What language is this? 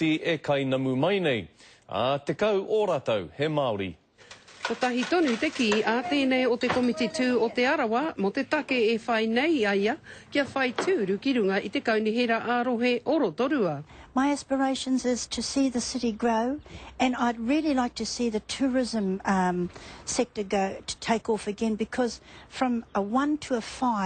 Māori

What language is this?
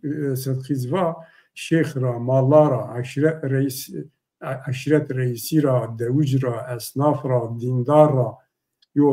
Zaza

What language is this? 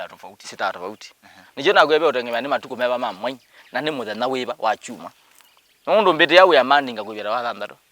Kamba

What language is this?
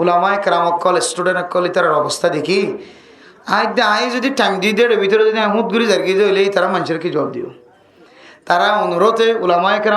Rohingya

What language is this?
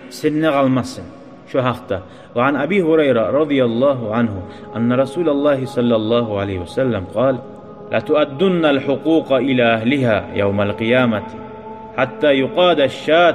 Kumyk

